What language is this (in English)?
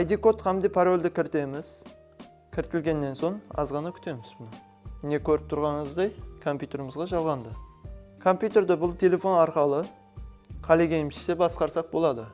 Kara-Kalpak